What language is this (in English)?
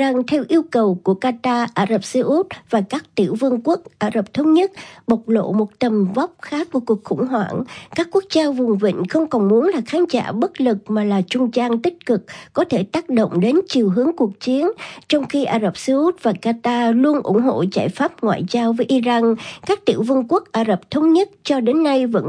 Vietnamese